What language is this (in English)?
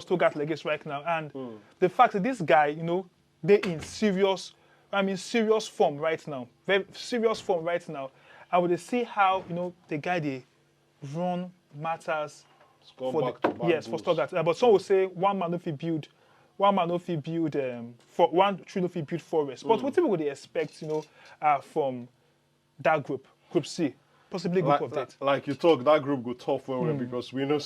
Nigerian Pidgin